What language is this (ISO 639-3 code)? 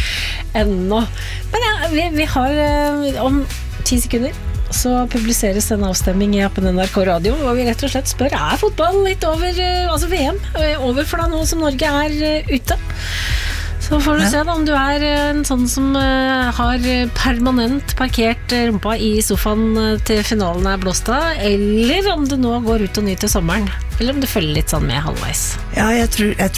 nor